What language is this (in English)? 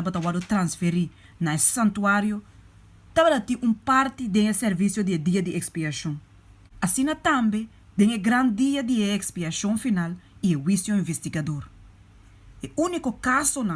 Papiamento